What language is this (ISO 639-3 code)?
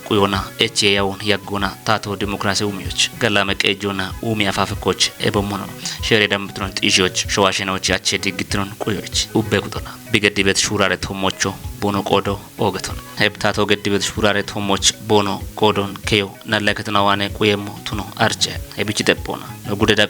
kbr